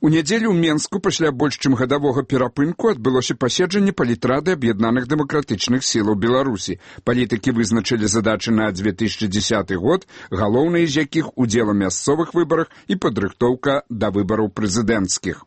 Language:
Belarusian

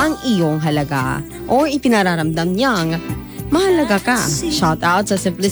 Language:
Filipino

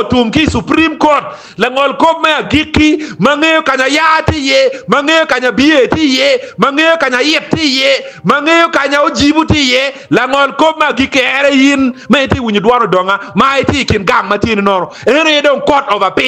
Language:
Acoli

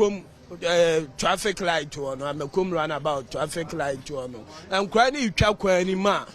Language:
Akan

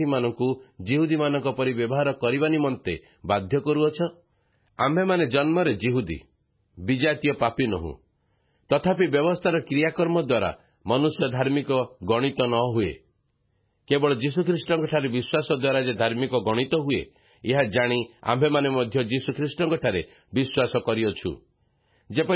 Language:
Odia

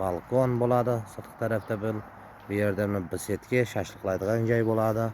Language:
Uzbek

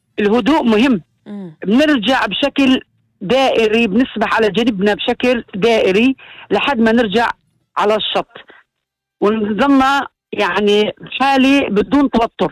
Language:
North Levantine Arabic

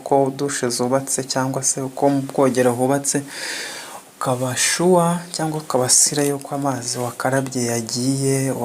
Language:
Kinyarwanda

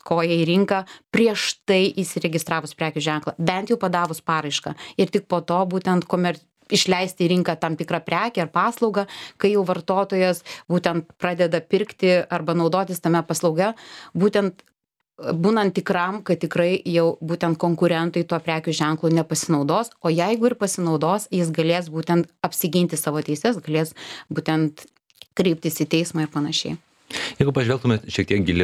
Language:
Lithuanian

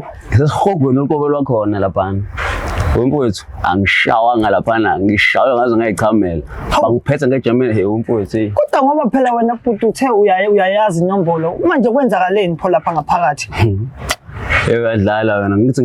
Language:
Zulu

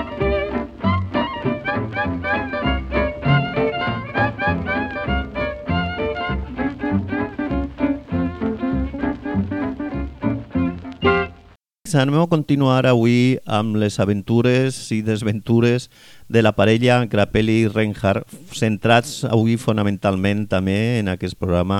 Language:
Catalan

